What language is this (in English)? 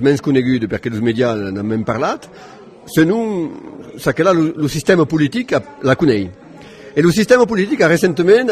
Occitan